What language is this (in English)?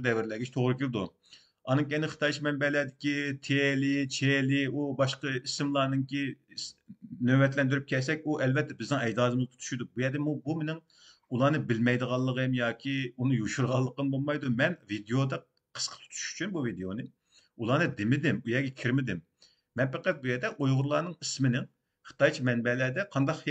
Uyghur